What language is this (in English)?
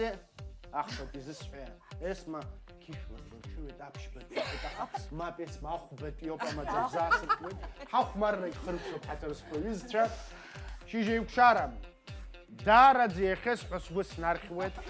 Abkhazian